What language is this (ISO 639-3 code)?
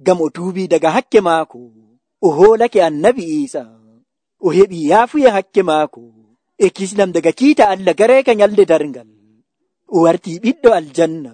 fuv